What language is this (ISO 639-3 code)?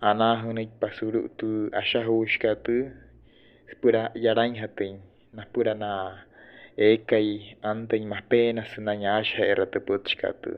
guc